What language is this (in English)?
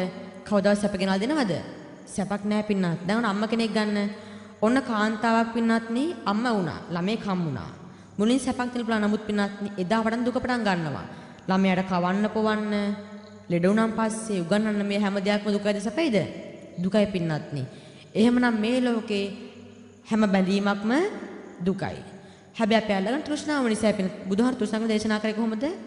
Sinhala